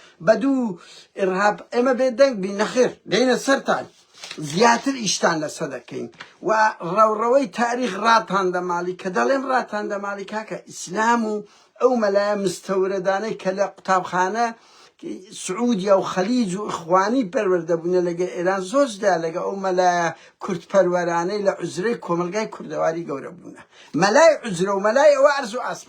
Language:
Central Kurdish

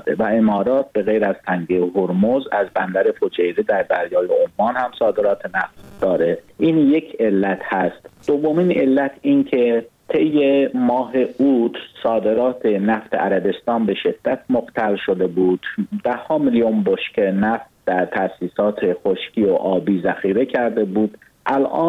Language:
Persian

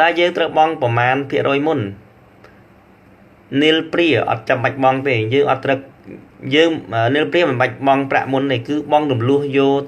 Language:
Khmer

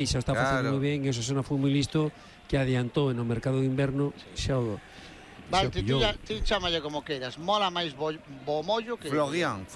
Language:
Galician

